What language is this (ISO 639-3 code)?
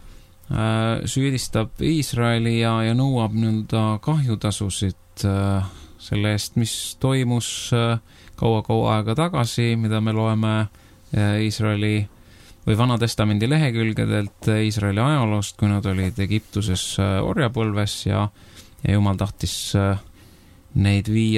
est